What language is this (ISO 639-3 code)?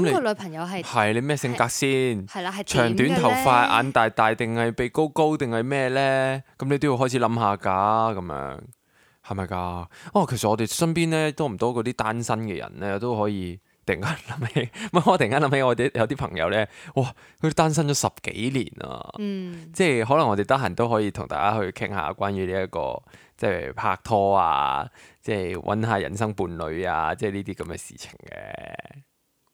yue